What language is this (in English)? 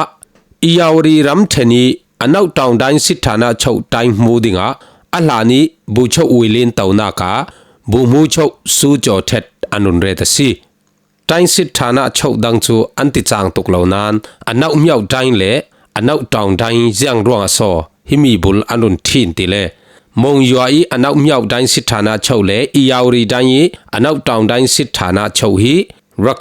Falam Chin